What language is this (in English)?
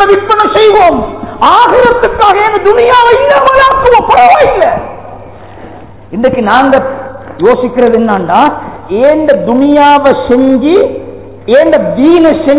Tamil